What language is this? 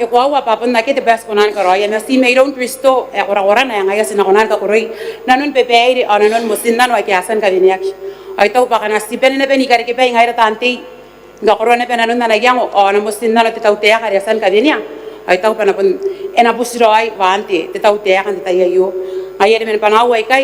Gilbertese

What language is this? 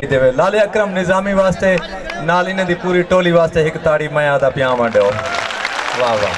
Saraiki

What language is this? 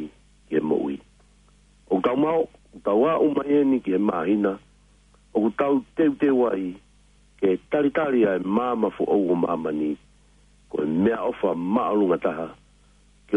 Tongan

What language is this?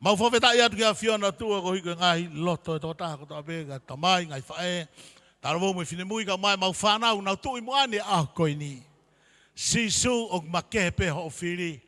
Tongan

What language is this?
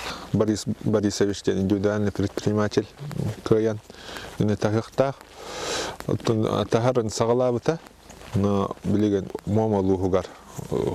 Yakut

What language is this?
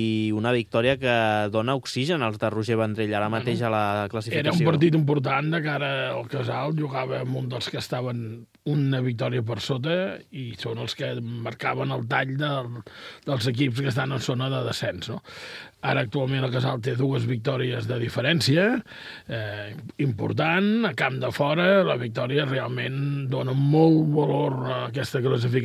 Catalan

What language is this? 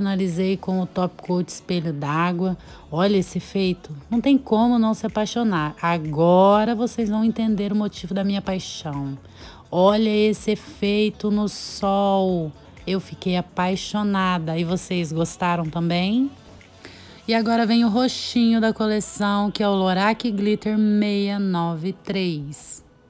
Portuguese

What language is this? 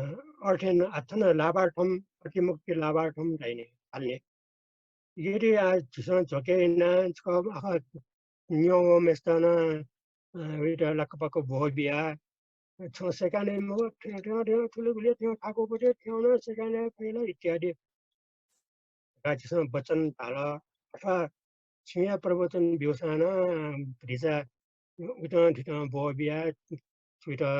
Newari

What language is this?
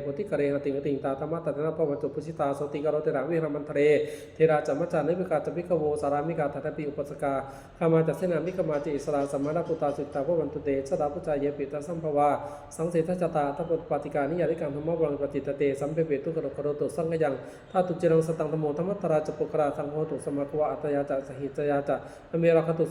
Pali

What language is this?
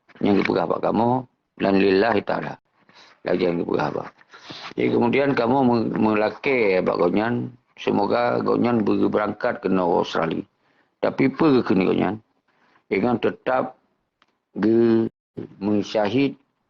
Achinese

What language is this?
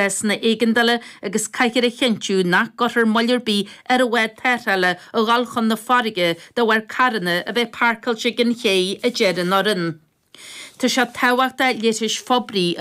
Irish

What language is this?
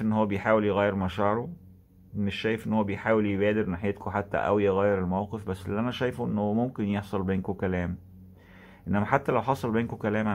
Egyptian Arabic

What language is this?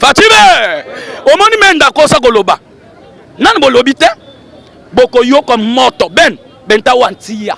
Lingala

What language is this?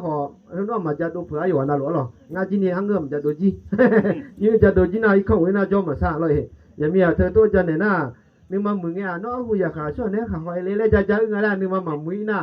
Akha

